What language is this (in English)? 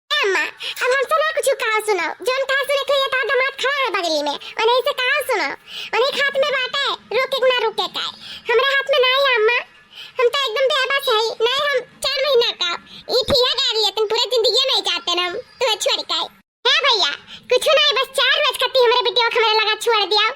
Awadhi